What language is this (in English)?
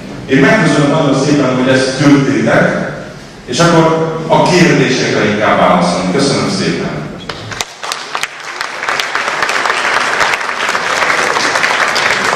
Hungarian